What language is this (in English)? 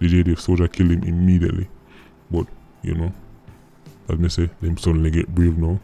Jamaican Creole English